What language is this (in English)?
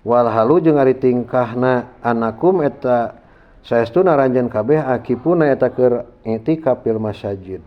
Sundanese